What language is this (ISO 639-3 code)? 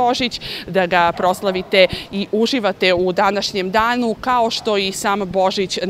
srp